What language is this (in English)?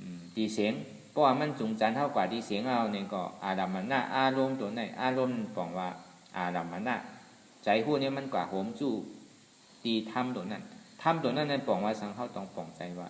Shan